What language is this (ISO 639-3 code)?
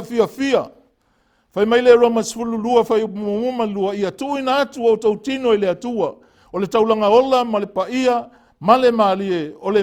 smo